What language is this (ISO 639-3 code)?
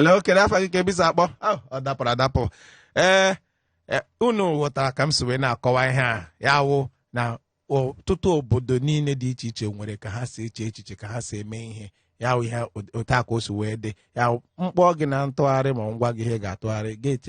ibo